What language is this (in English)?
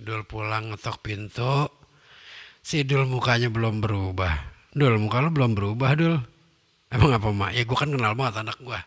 Betawi